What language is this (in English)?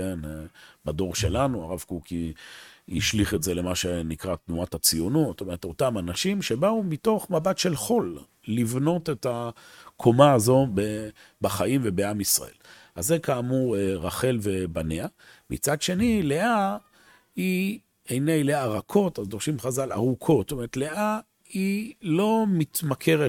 Hebrew